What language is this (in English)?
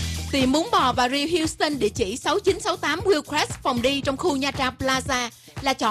Vietnamese